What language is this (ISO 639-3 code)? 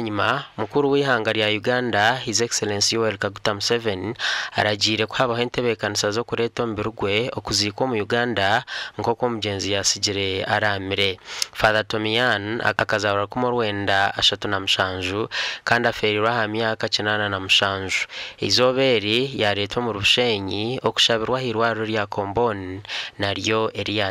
nyn